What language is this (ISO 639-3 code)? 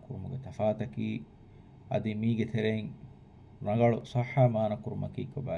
div